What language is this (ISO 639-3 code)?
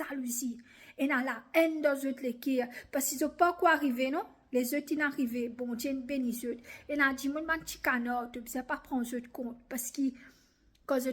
mfe